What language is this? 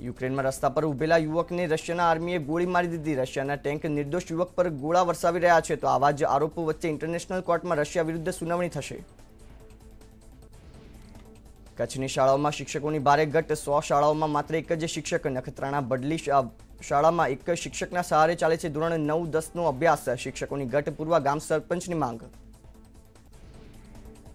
Gujarati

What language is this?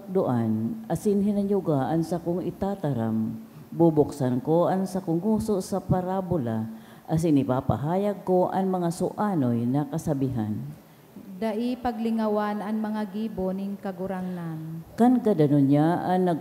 Bikol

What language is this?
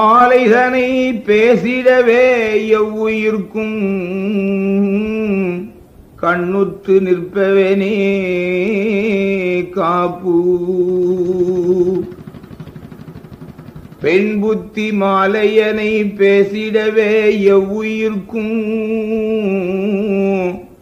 Tamil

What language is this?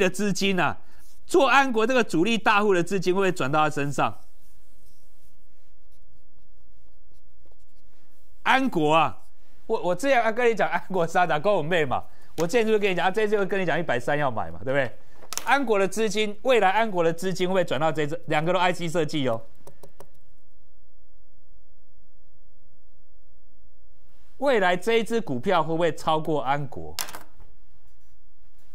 Chinese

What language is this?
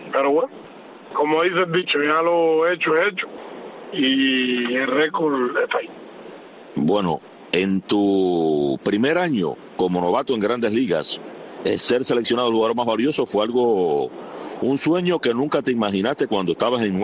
Spanish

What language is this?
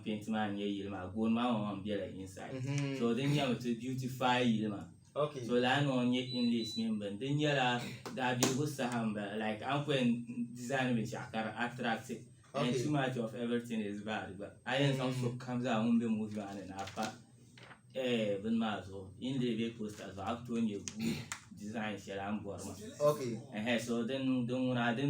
Dagbani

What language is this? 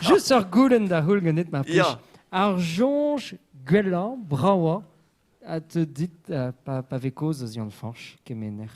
Breton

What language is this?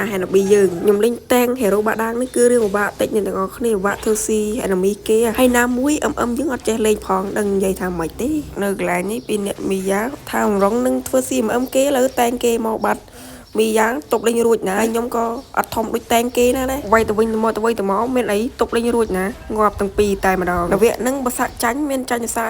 Khmer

